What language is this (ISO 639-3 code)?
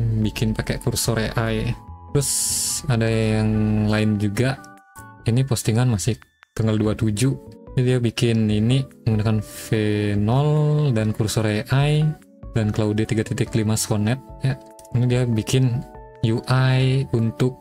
ind